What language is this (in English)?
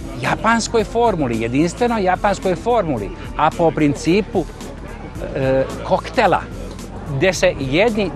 Serbian